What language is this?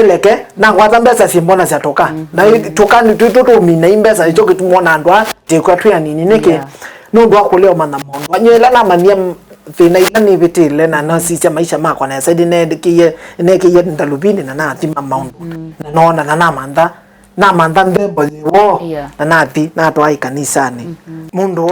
Kamba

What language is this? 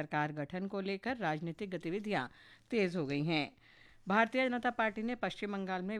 Hindi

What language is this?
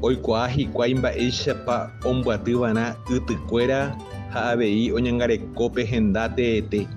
Guarani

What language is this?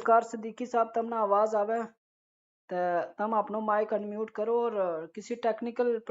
Gujari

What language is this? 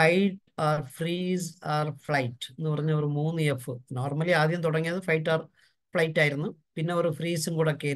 Malayalam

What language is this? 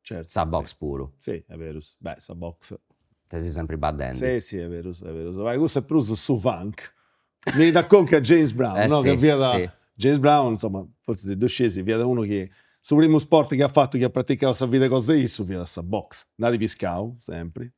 Sardinian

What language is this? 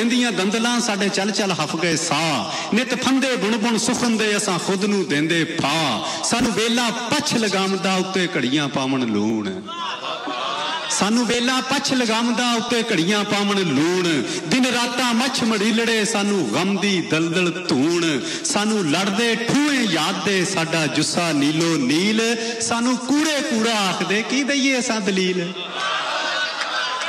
Punjabi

